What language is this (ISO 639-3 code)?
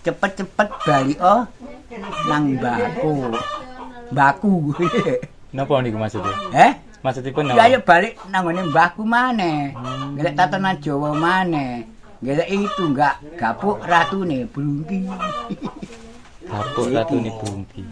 jav